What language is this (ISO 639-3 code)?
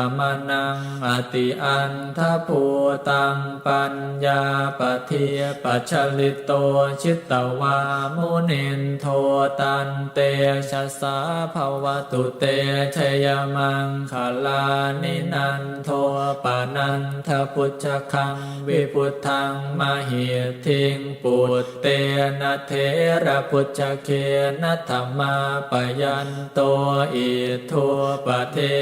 pli